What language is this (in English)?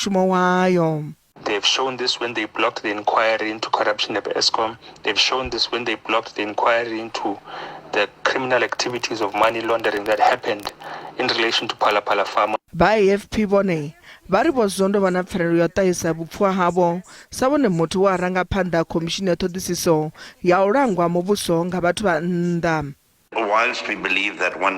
Venda